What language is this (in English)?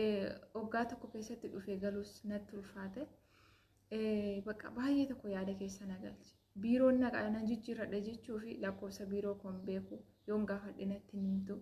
Oromo